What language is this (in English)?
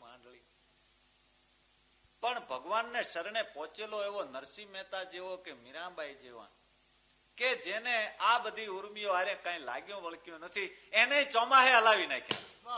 Gujarati